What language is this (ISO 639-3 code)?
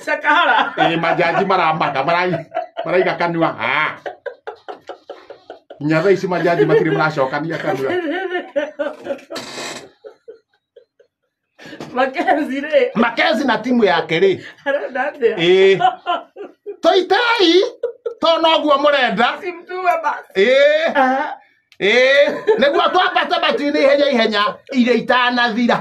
kik